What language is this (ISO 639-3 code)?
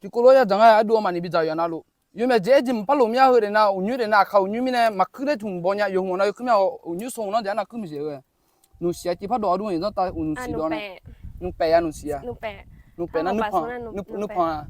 ahk